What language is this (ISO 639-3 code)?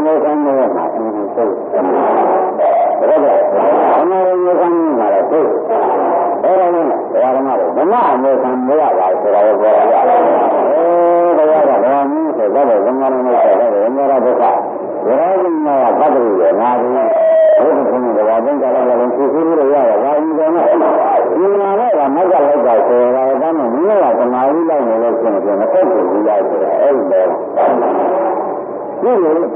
mya